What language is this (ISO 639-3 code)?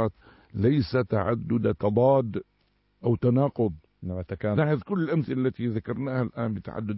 ara